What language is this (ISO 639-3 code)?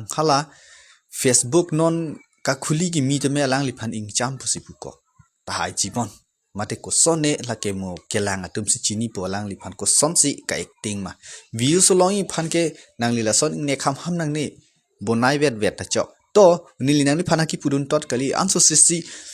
mjw